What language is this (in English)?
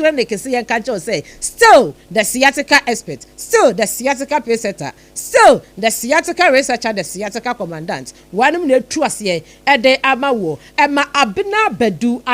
Akan